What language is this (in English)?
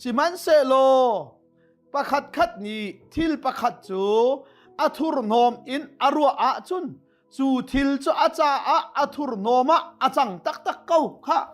Hakha Chin